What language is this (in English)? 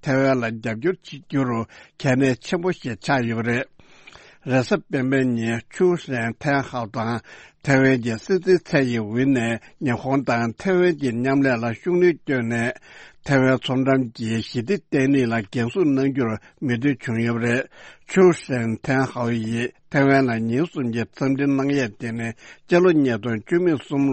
Tibetan